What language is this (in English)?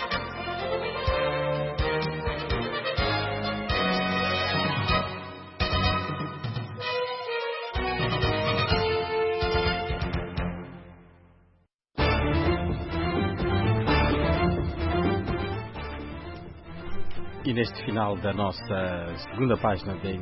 Portuguese